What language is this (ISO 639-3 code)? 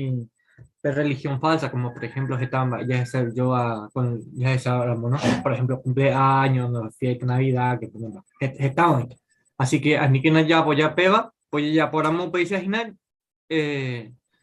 grn